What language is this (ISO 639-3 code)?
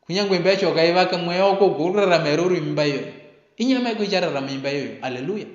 sna